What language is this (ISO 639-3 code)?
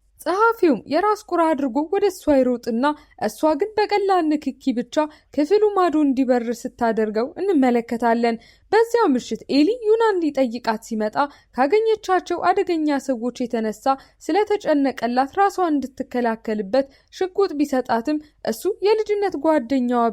amh